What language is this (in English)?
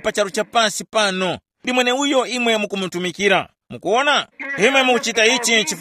Tumbuka